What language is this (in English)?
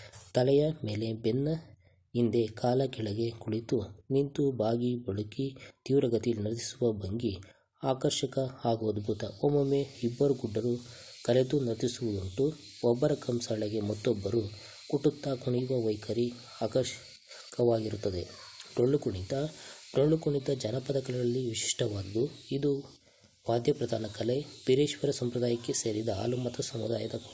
Kannada